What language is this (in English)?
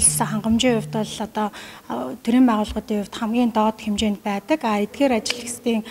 Mongolian